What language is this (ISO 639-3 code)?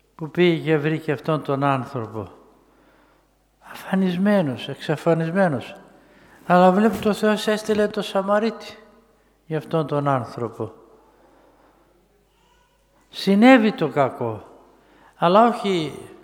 ell